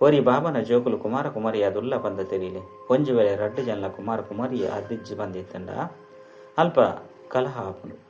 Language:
Tulu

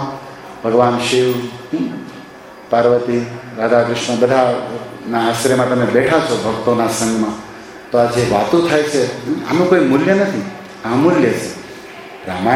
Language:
Gujarati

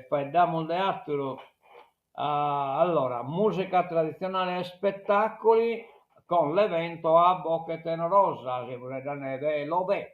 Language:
Sardinian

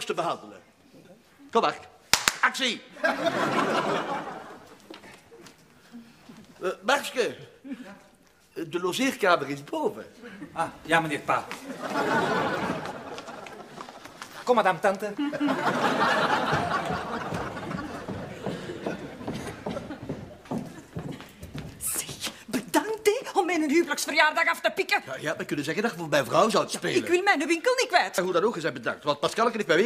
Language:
Dutch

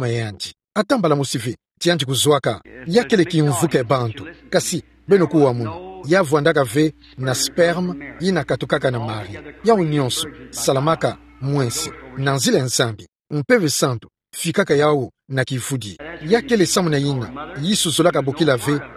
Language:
Kituba (Democratic Republic of Congo)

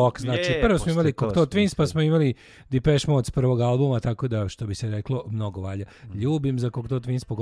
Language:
Serbian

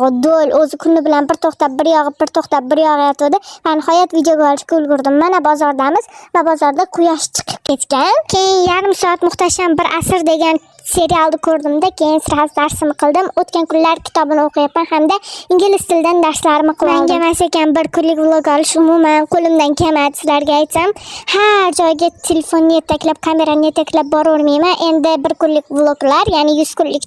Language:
Uzbek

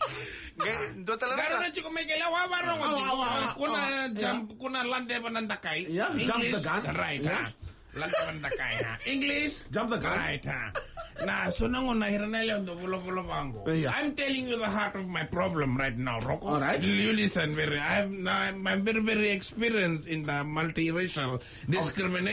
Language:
Fijian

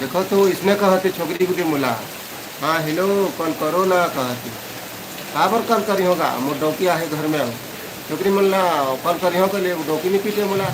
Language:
Chhattisgarhi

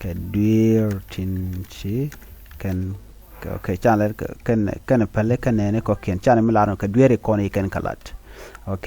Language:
Nuer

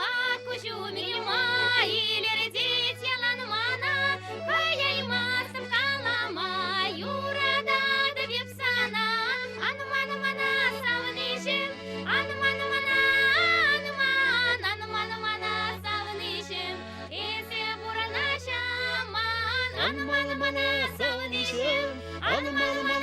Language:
Chuvash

